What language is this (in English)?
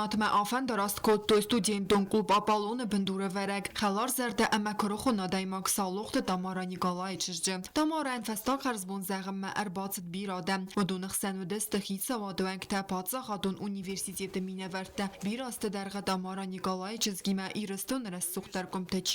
Ossetic